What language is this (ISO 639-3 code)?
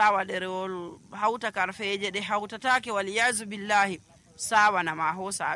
fuv